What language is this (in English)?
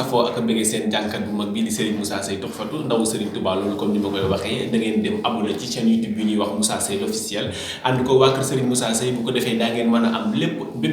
Wolof